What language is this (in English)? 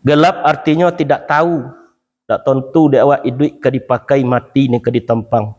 Minangkabau